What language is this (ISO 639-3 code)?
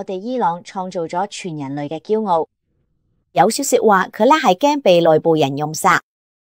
yue